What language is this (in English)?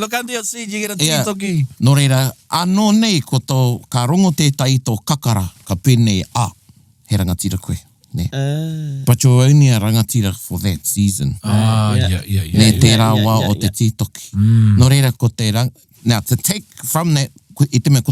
Māori